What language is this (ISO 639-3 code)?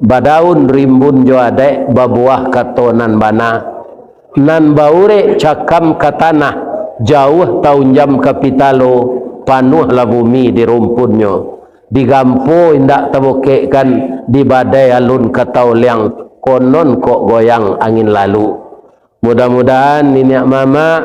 min